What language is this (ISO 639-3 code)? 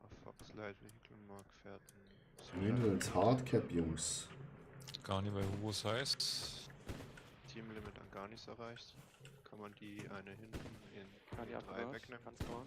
gsw